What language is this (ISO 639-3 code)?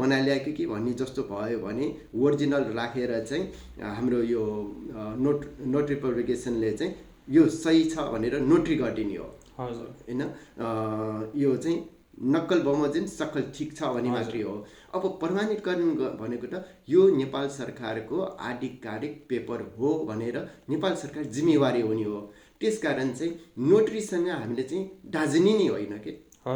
nep